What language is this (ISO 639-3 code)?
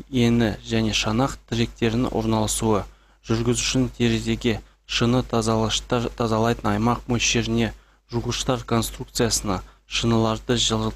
kaz